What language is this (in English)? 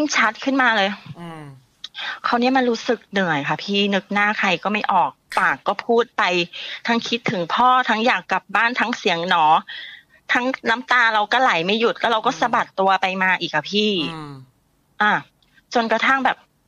Thai